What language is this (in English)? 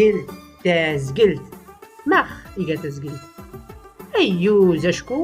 Tachelhit